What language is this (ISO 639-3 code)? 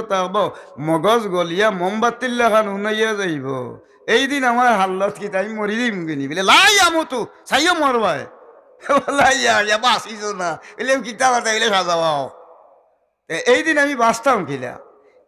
syl